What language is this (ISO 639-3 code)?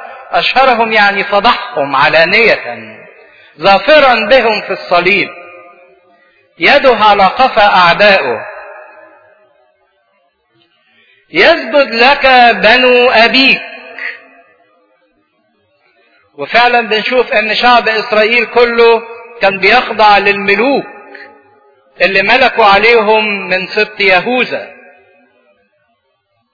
arz